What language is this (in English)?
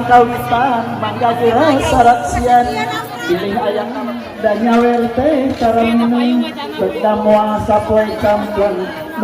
Sundanese